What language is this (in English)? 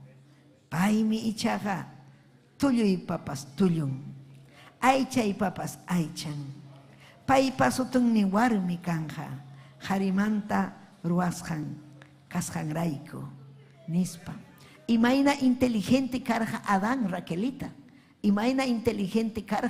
Ayacucho Quechua